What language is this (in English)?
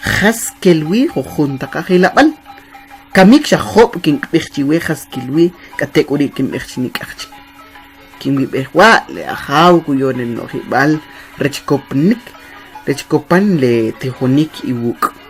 Kʼicheʼ